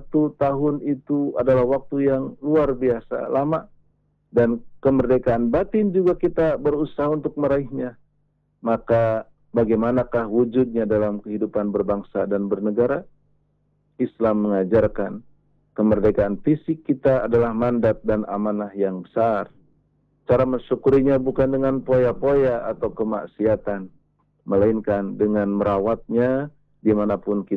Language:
Indonesian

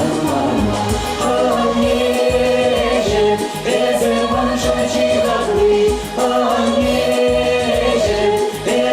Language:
Chuvash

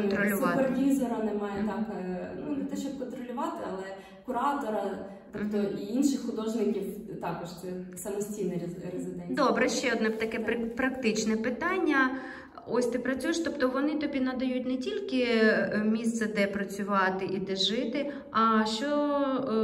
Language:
Ukrainian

